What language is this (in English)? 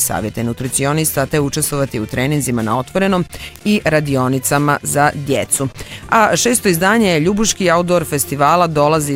Bosnian